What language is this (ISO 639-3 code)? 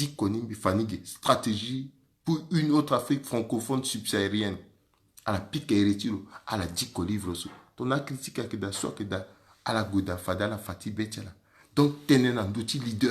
sag